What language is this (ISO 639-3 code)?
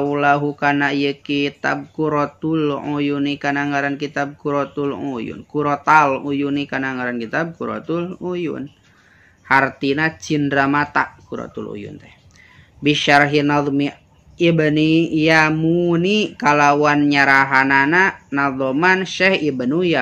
sun